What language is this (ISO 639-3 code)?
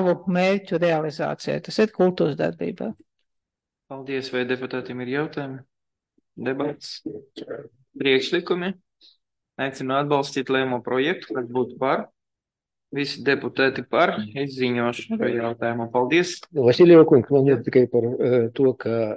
lav